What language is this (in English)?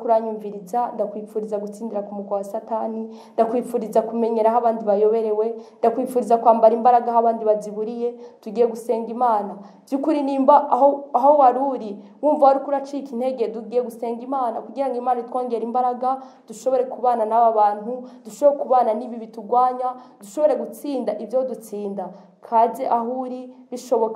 Rundi